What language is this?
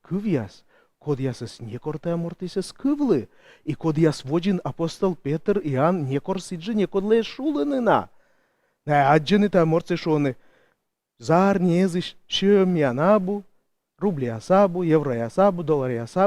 Komi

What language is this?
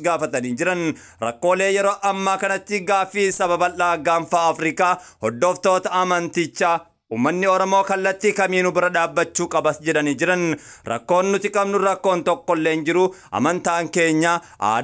Oromo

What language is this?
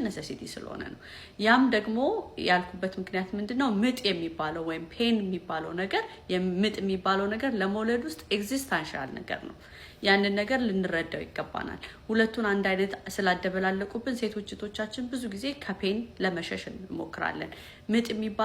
Amharic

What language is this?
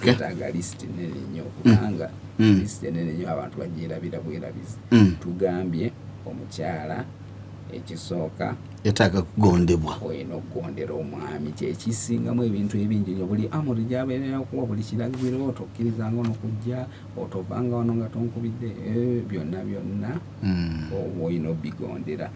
Ganda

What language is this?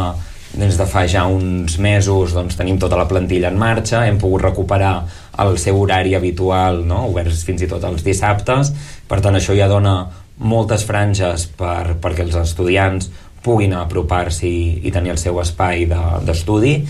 Catalan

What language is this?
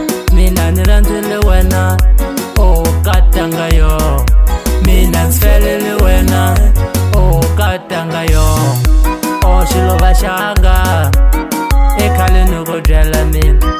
Tsonga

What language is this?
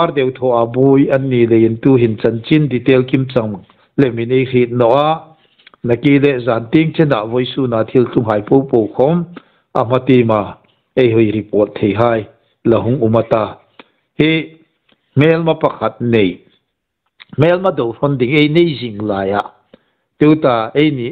Hmar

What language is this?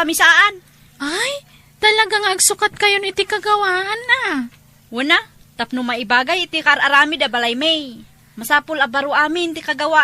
Iloko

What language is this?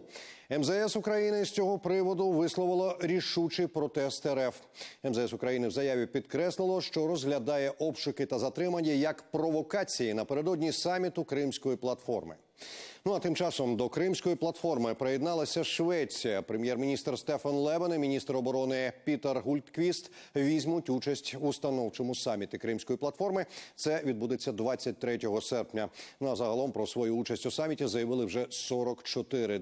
Ukrainian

